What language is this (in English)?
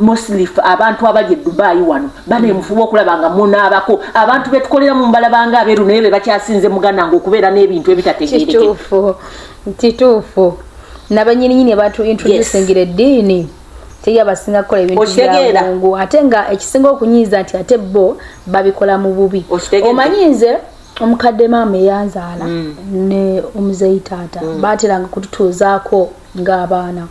Ganda